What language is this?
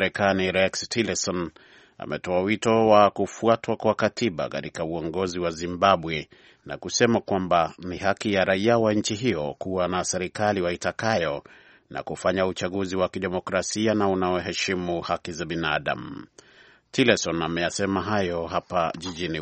Swahili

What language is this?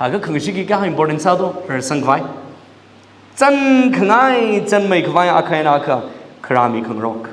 Tangkhul Naga (India)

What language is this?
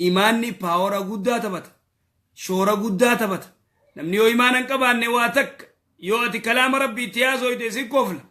Oromo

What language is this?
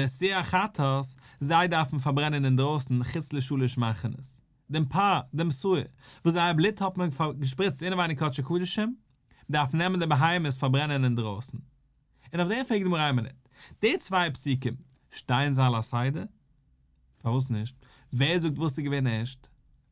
Yiddish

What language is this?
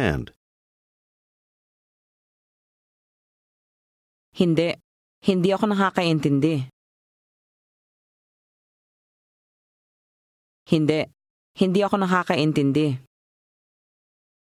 Filipino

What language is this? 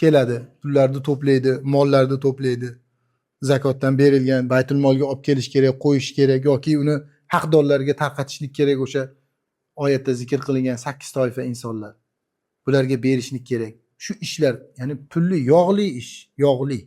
Uzbek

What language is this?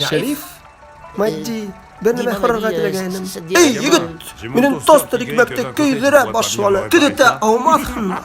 Bashkir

